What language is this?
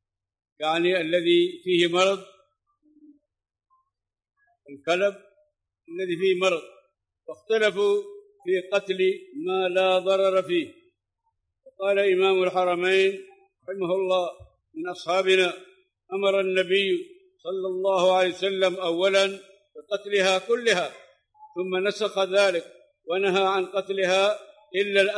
Arabic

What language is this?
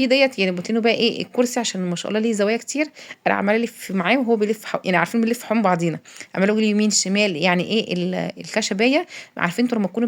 Egyptian Arabic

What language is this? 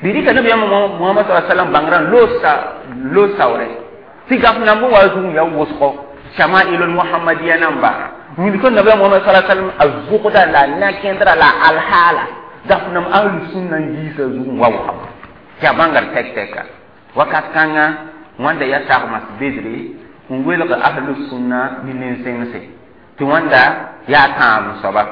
Mossi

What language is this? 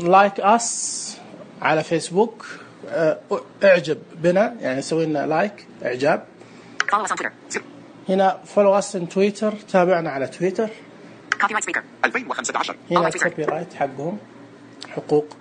Najdi Arabic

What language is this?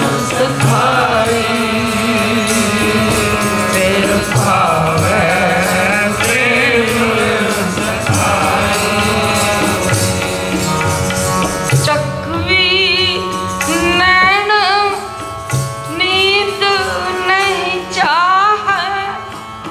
Punjabi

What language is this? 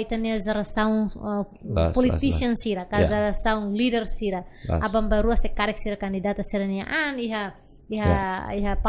Tetum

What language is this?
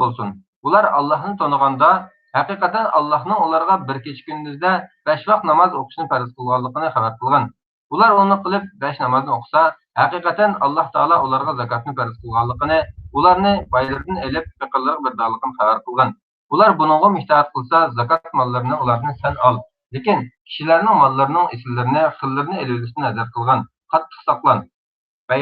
Uyghur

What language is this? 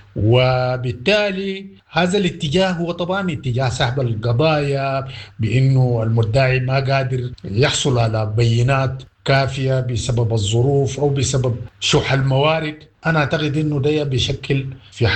Sudanese Arabic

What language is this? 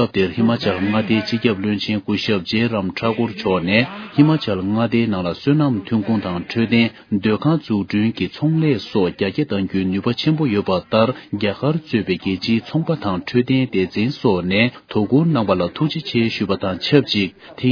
Tibetan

